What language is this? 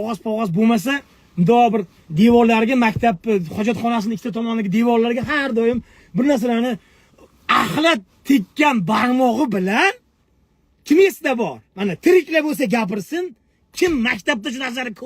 Uzbek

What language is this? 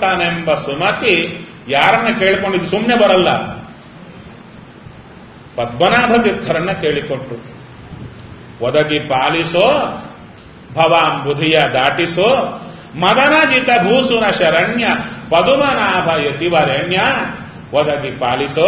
Kannada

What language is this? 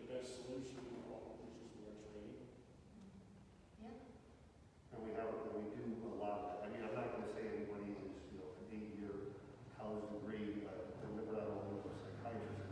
English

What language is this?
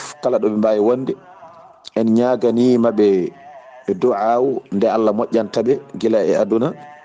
Fula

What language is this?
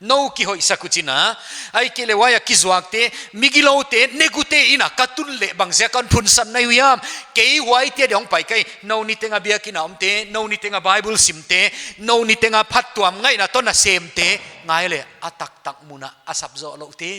Paite Chin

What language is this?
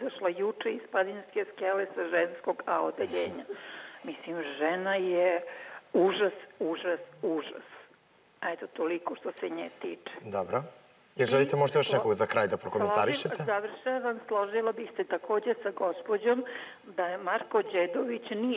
Serbian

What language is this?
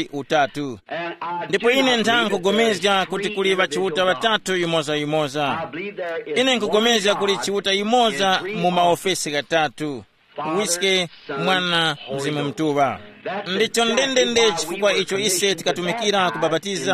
Tumbuka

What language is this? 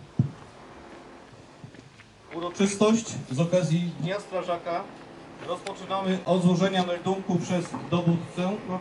Polish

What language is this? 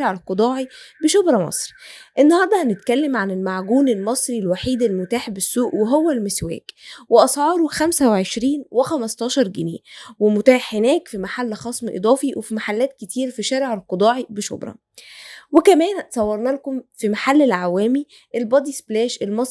Egyptian Arabic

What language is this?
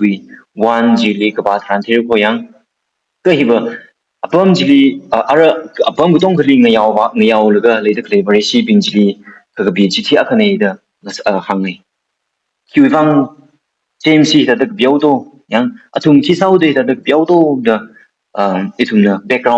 Tangkhul Naga (India)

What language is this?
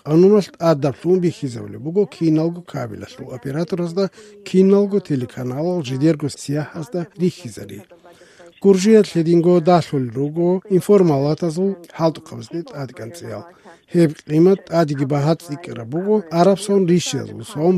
Avaric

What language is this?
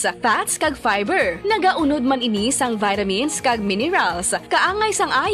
Hiligaynon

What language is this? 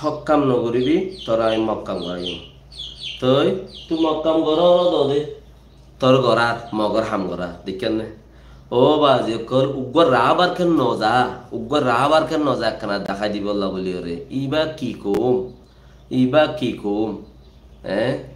Rohingya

